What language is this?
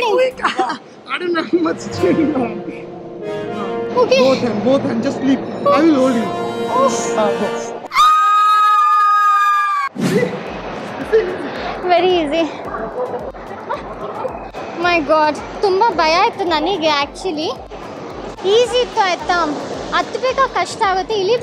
Kannada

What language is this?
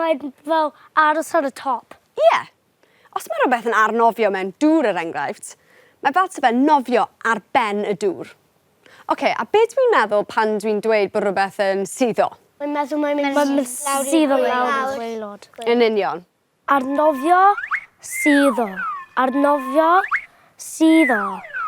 Welsh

